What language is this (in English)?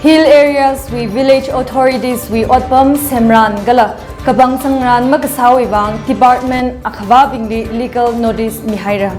Tangkhul Naga (India)